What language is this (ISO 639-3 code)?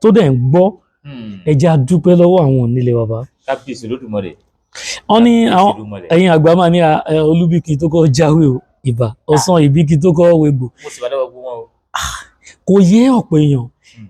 yor